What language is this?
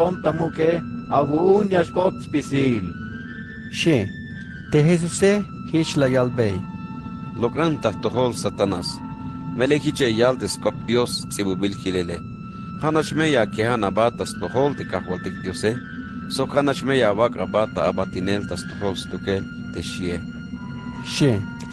Tzeltal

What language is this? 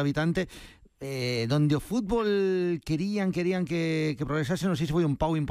Galician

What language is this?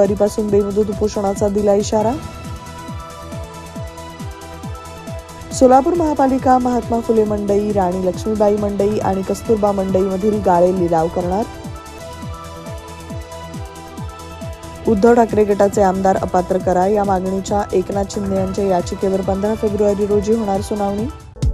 Marathi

